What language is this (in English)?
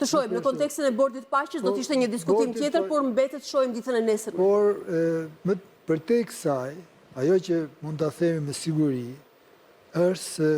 Albanian